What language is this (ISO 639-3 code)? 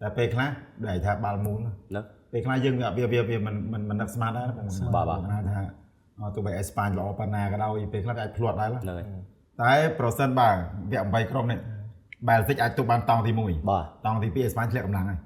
khm